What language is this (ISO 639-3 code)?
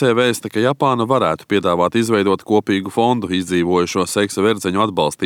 lav